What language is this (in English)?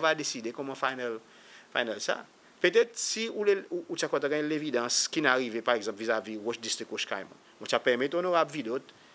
Seselwa Creole French